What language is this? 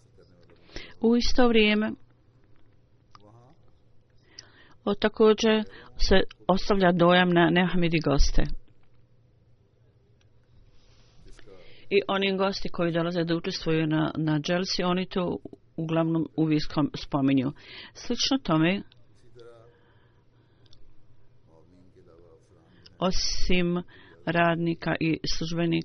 Bosnian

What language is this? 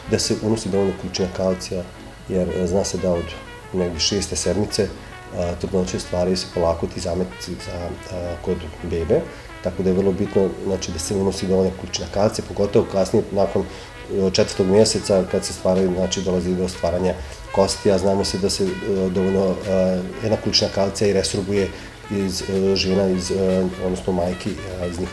Bosnian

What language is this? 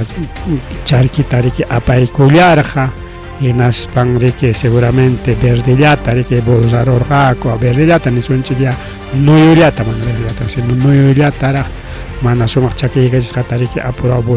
Ayacucho Quechua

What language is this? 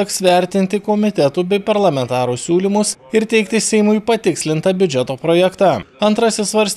Lithuanian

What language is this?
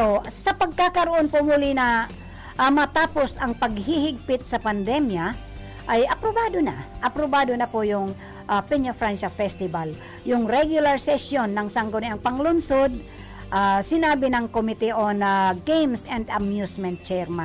Bikol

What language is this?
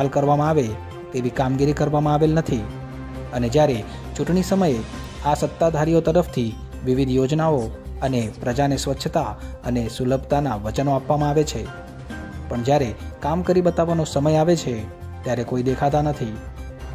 Gujarati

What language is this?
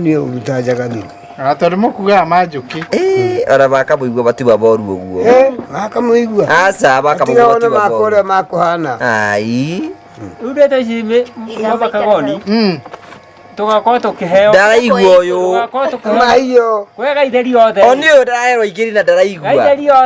Kikuyu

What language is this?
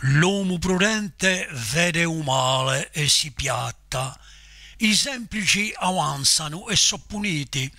Corsican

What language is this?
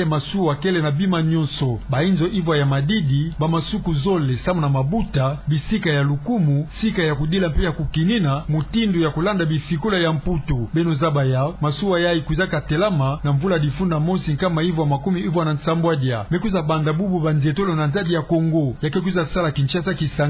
Kituba (Democratic Republic of Congo)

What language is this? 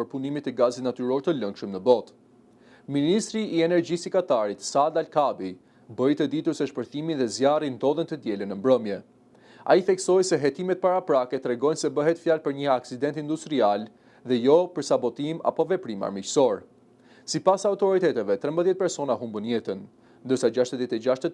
Albanian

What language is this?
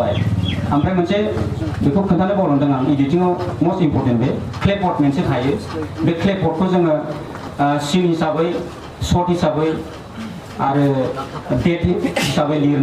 Bodo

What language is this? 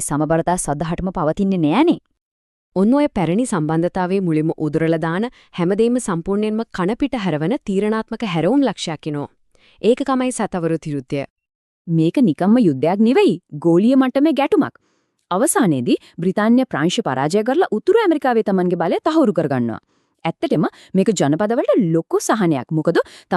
Sinhala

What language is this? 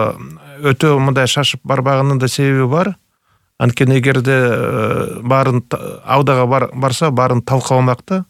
Kyrgyz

